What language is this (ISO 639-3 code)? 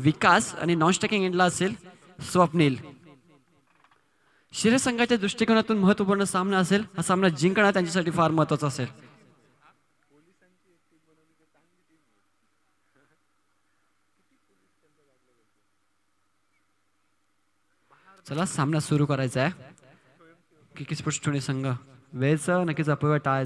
mar